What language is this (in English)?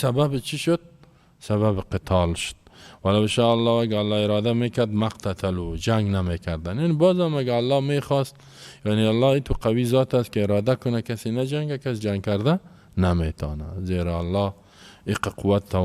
Persian